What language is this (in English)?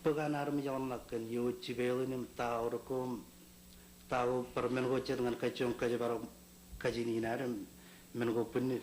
Marshallese